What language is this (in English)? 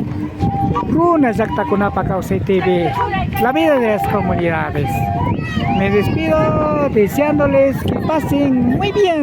Imbabura Highland Quichua